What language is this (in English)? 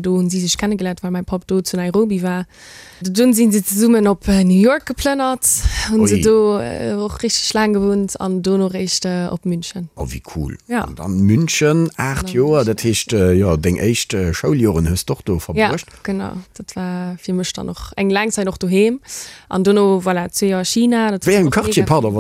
Luxembourgish